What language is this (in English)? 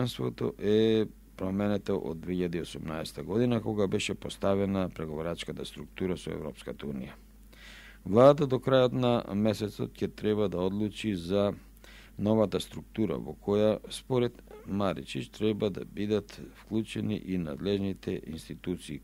Macedonian